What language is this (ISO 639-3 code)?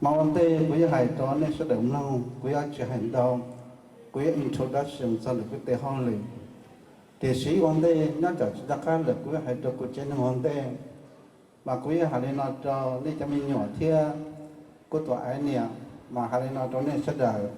hmn